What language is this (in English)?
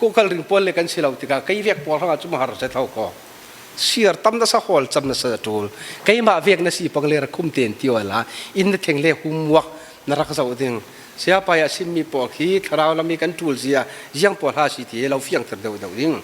Falam Chin